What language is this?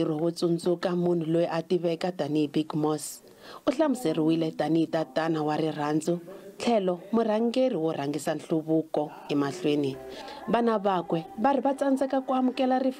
Tsonga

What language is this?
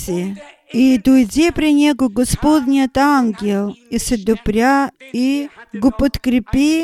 Bulgarian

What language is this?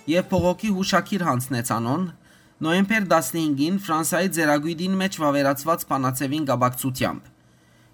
Western Armenian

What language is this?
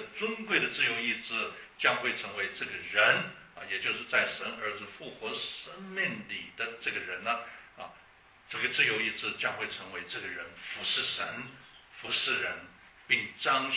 Chinese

